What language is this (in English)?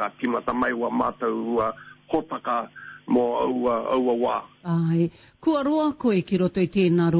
Māori